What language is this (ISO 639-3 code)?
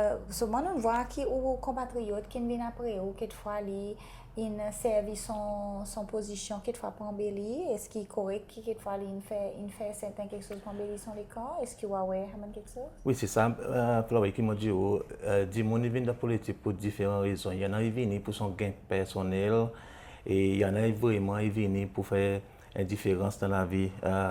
crs